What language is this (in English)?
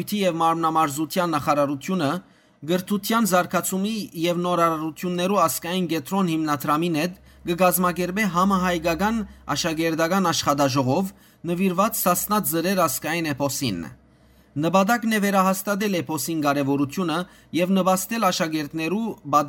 Western Armenian